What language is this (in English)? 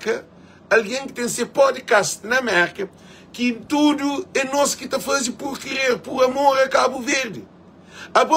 Kabuverdianu